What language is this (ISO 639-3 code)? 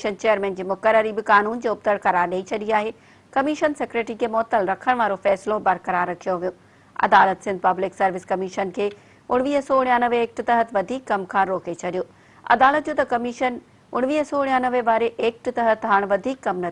snd